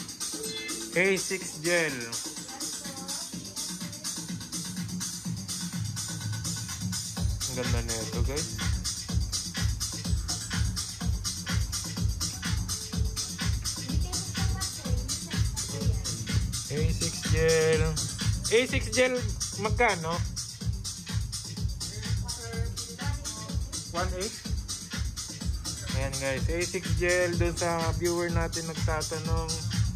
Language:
Filipino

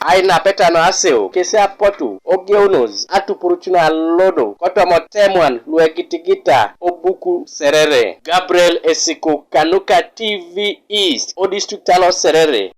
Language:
Teso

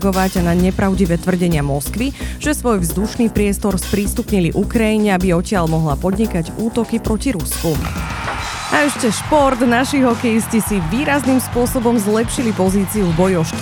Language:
Slovak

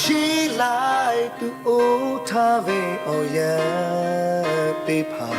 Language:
Lahu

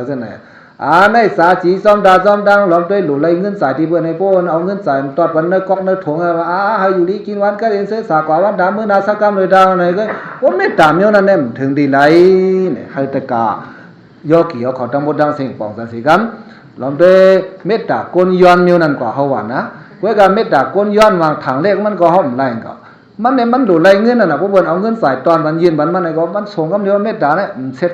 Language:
Shan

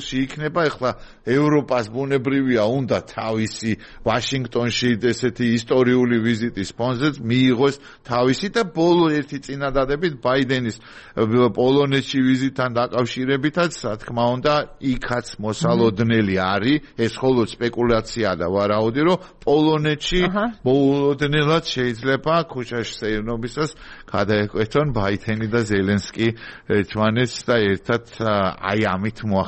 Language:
Georgian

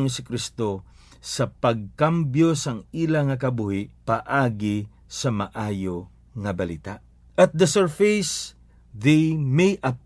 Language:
Hiligaynon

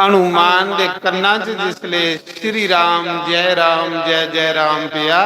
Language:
Dogri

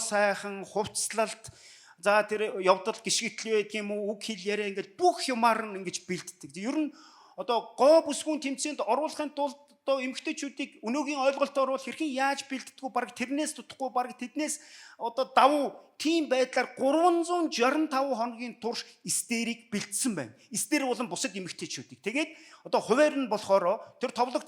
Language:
Mongolian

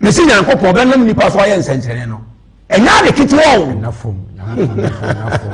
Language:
Akan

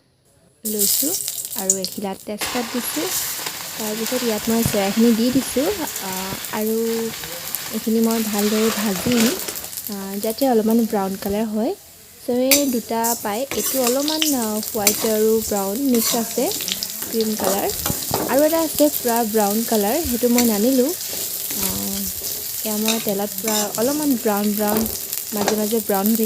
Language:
Assamese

